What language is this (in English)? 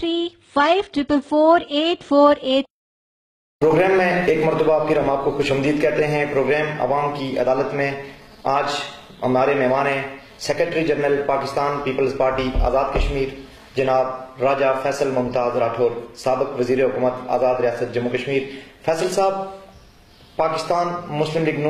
Urdu